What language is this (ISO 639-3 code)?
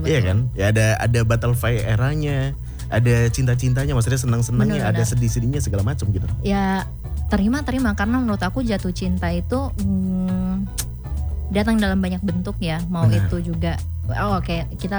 ind